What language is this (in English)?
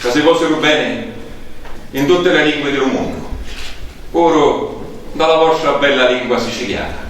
Sicilian